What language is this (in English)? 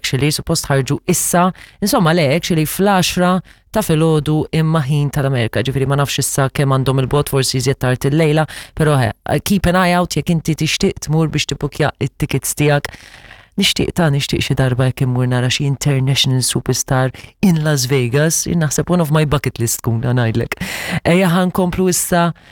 Maltese